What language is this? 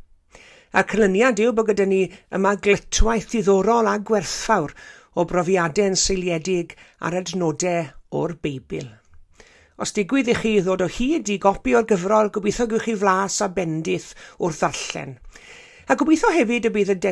Welsh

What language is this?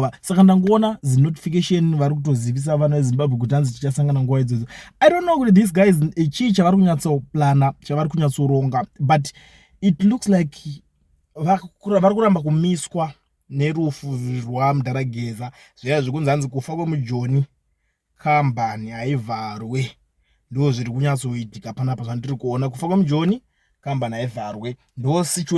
Shona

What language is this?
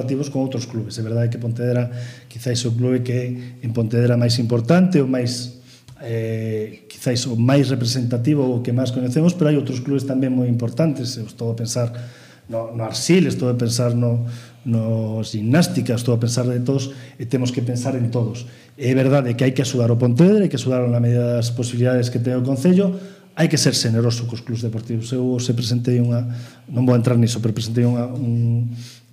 Galician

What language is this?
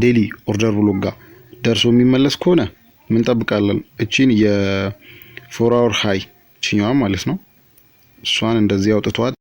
Amharic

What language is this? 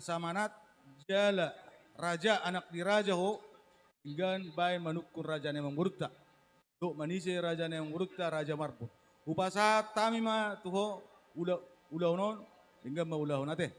Batak Toba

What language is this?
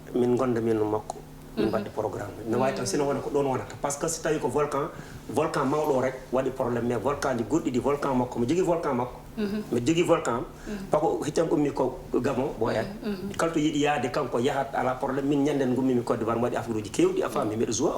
Fula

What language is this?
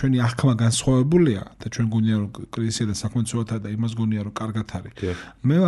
Georgian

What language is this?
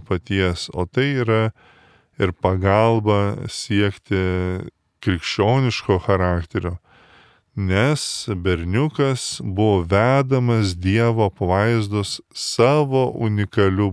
Lithuanian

